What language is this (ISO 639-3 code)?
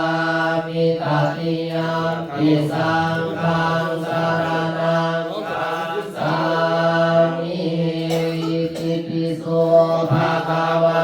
pli